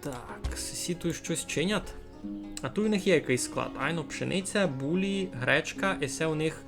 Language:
Rusyn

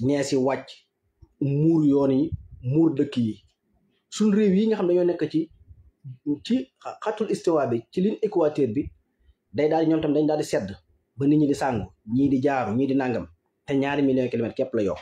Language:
Wolof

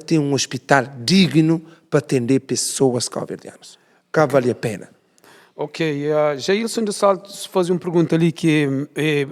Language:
Kabuverdianu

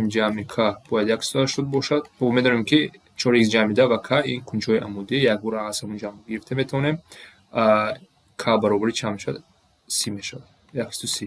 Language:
Tajik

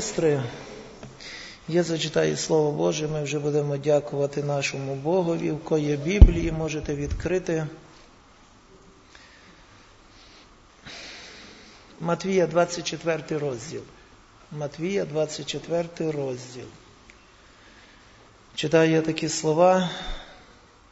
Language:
Ukrainian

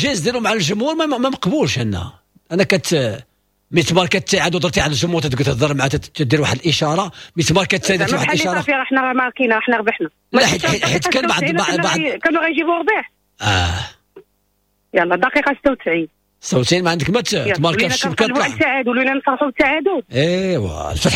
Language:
Moroccan Arabic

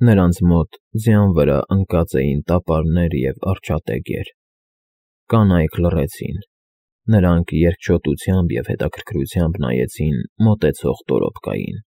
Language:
Armenian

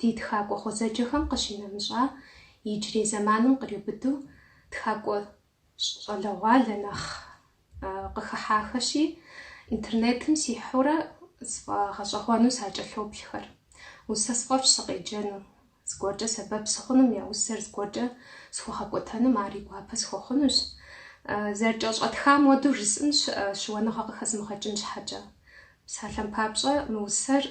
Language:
Kabardian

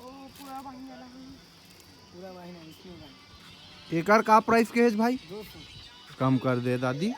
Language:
Chhattisgarhi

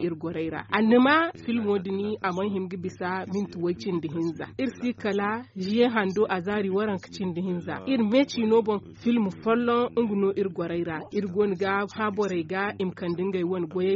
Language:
Zarma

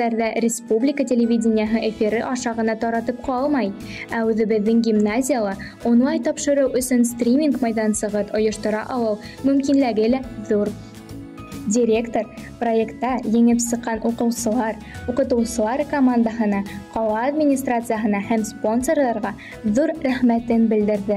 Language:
Bashkir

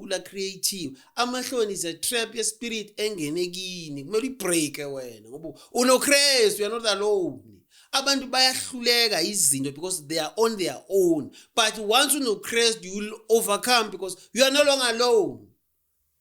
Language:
Zulu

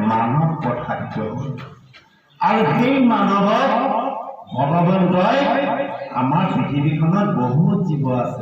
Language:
Assamese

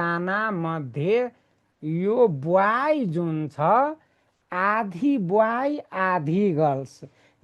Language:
Nepali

